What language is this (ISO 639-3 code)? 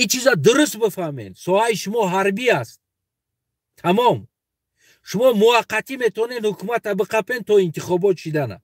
tgk